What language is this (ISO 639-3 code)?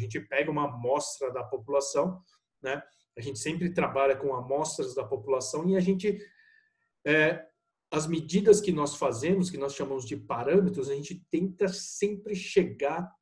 por